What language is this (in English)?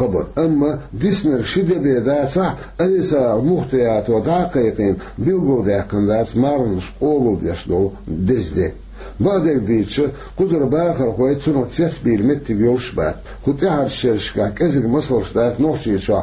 Chechen